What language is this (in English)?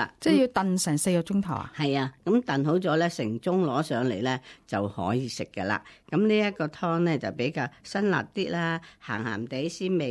Cantonese